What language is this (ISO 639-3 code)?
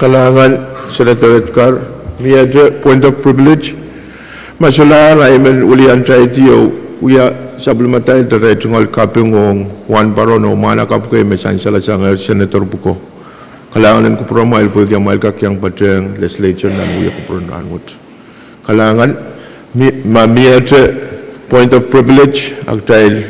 pon